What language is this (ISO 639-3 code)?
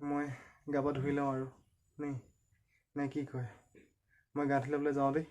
asm